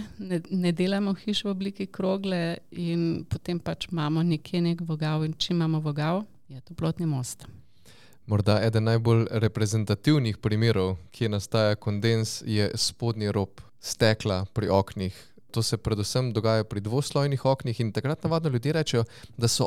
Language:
Slovenian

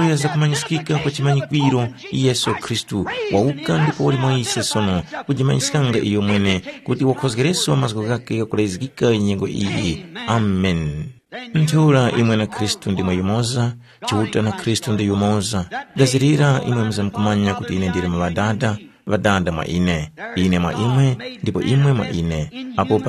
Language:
Tumbuka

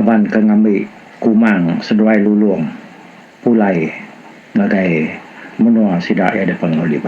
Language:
Iban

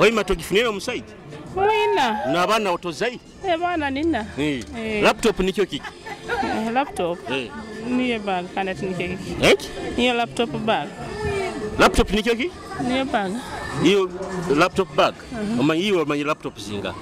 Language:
Nyoro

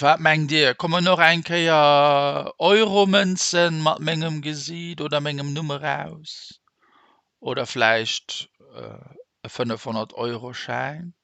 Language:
Luxembourgish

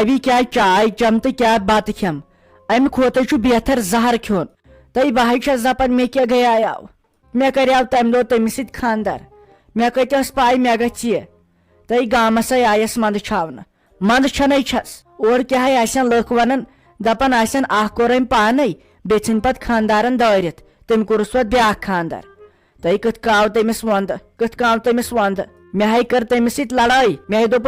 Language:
Kashmiri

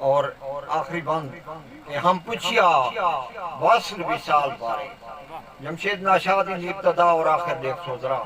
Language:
Saraiki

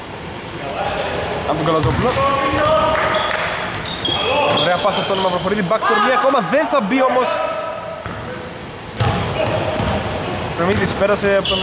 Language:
Greek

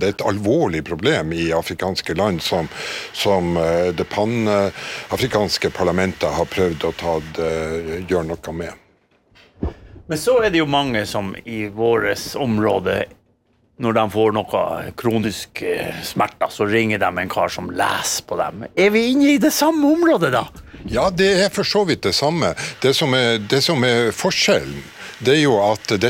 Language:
Norwegian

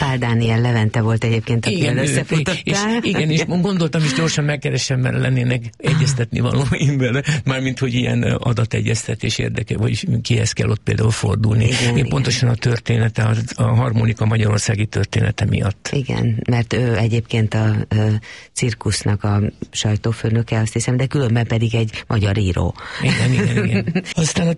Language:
Hungarian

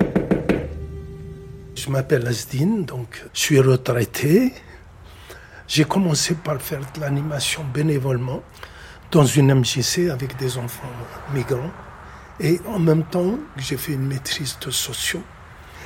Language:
French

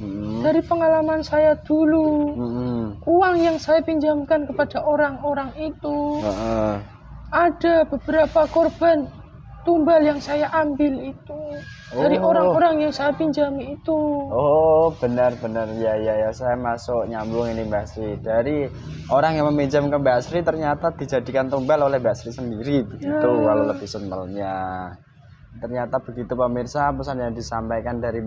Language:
Indonesian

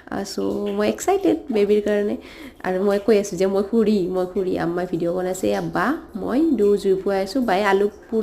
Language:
Assamese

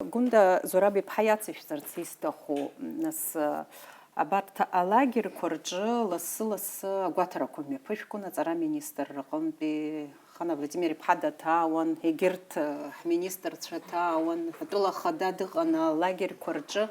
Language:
Abkhazian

